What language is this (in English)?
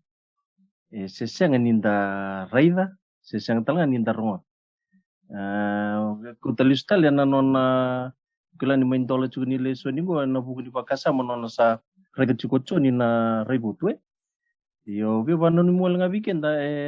Fijian